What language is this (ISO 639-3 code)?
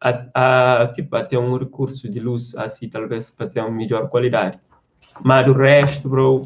kea